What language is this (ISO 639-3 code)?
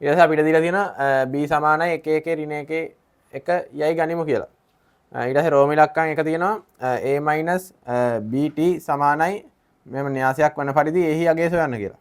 sin